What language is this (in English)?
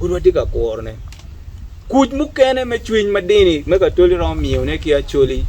Acoli